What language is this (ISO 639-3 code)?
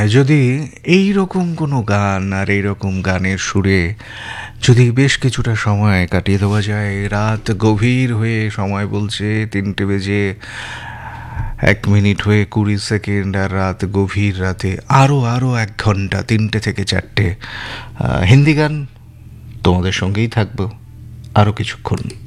ben